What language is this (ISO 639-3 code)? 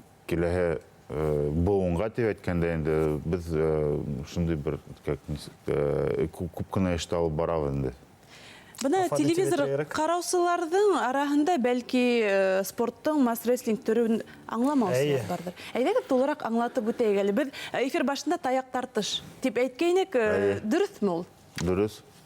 bak